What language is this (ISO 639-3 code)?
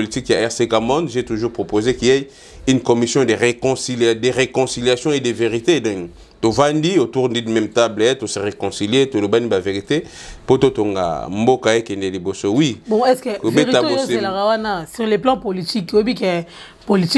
lin